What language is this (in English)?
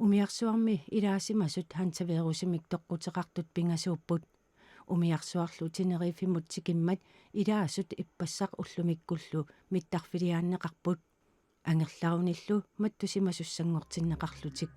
Kalaallisut